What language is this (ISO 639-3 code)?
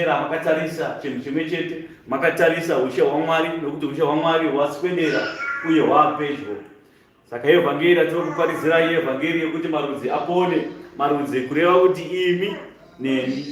sna